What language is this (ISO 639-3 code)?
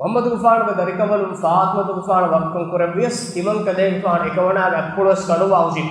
div